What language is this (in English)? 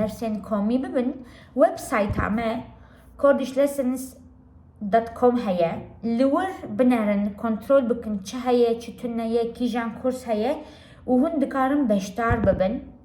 Kurdish